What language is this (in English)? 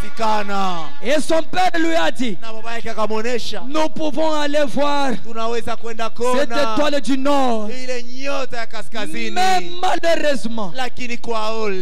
Swahili